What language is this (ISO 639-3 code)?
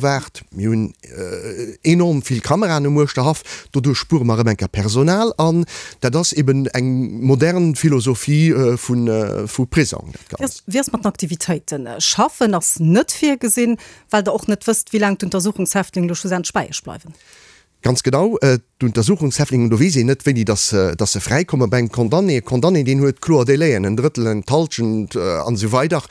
ltz